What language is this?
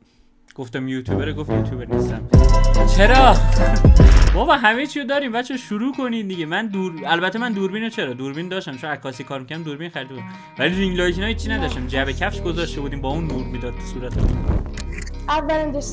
Persian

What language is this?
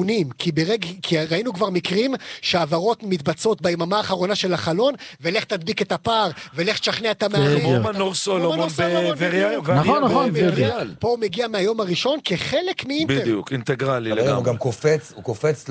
Hebrew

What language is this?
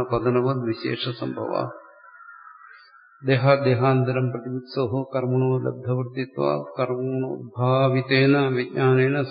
Malayalam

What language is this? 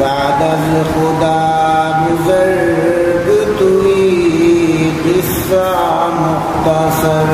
Baluchi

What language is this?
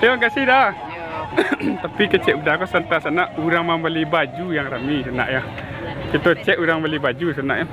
Minangkabau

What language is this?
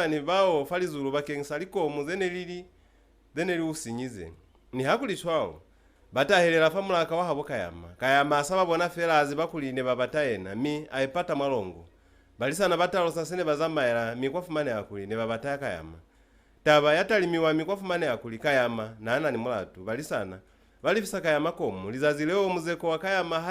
Lozi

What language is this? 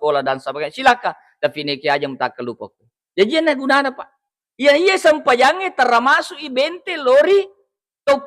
Buginese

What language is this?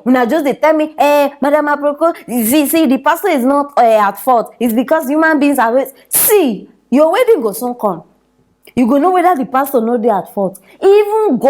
Nigerian Pidgin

